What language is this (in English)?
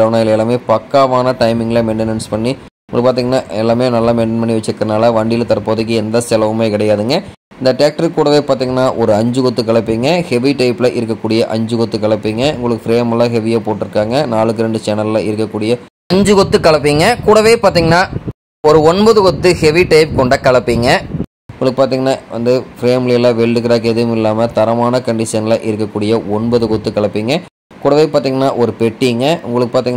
Tamil